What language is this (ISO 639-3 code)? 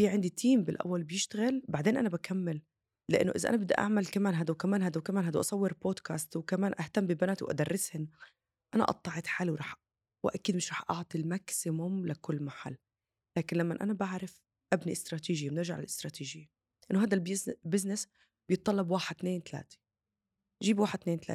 apc